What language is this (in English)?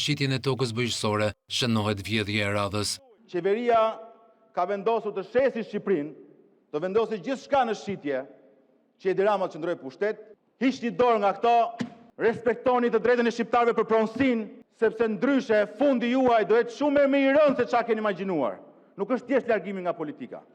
Albanian